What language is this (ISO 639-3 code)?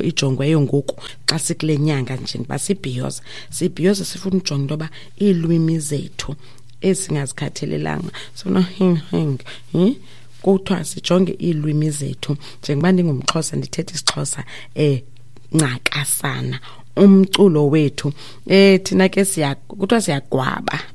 xho